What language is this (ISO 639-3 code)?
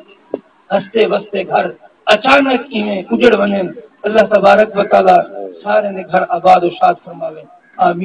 skr